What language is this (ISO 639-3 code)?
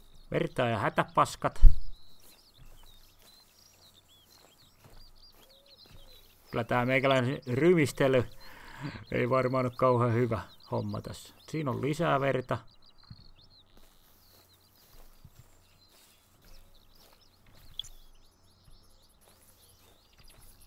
fin